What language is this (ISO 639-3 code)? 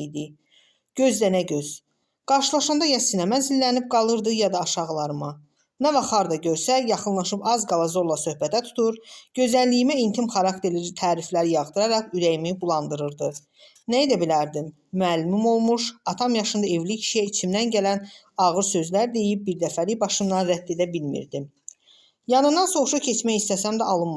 aze